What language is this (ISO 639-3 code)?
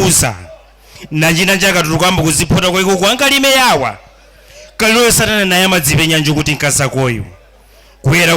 nya